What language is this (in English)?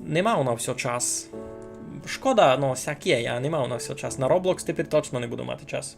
Rusyn